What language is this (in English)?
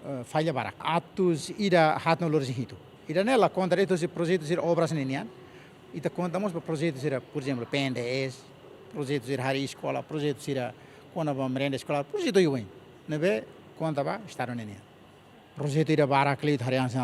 Tetum